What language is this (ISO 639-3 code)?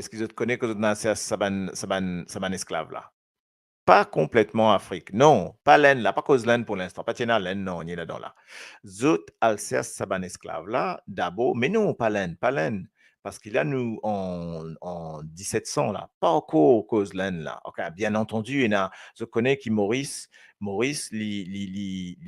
mfe